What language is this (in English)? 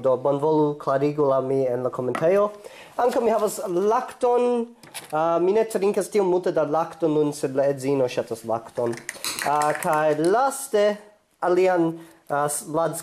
Esperanto